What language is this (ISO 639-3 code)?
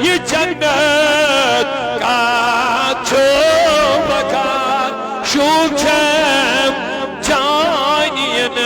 kas